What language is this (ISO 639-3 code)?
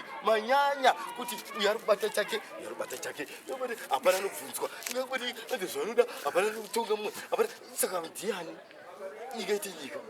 sna